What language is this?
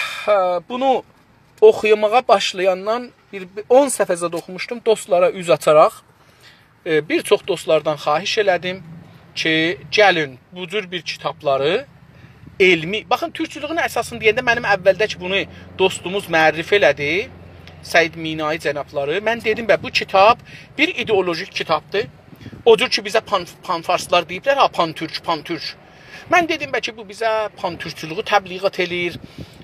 South Azerbaijani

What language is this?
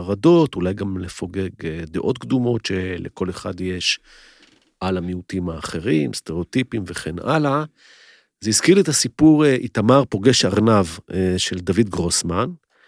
Hebrew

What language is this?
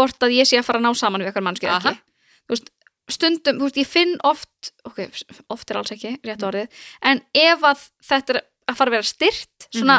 Icelandic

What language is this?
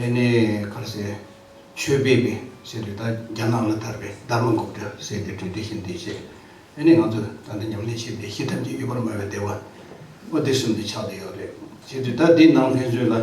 Tibetan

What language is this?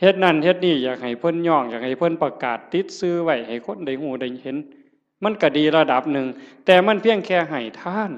Northeastern Thai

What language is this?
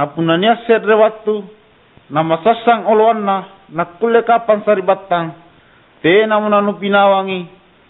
Makasar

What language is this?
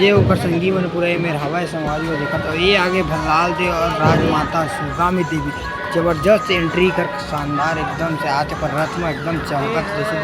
Chhattisgarhi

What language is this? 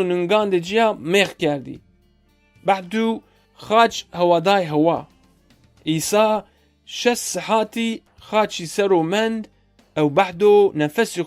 Zaza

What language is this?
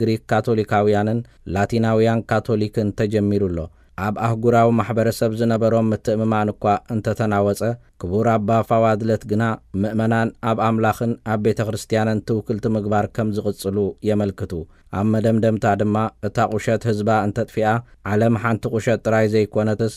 Tigrinya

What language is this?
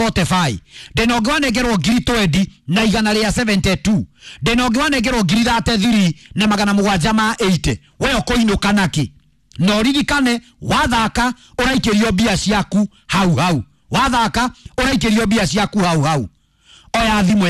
Kikuyu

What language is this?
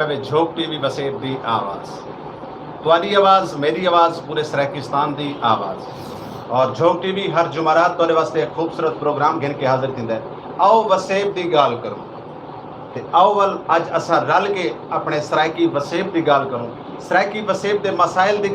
Saraiki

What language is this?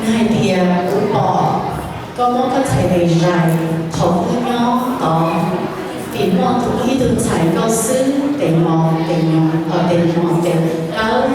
Hmong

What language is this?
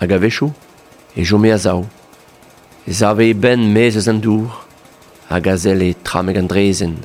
Breton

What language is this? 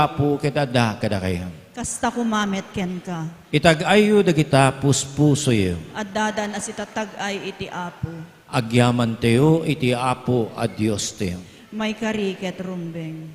Iloko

